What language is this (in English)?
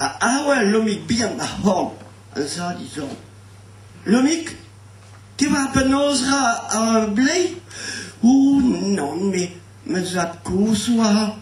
Breton